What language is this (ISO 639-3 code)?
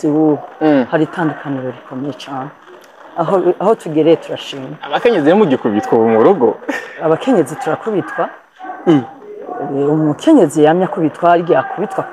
run